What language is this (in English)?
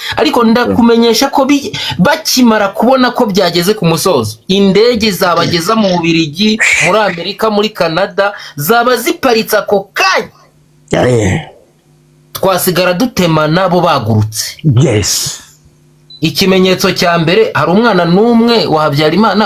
Rundi